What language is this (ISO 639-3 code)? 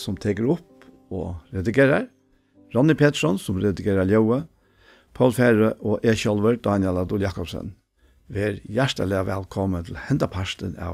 fao